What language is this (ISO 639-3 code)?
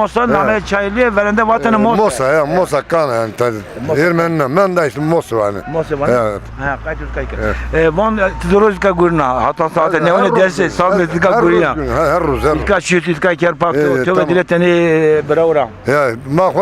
zza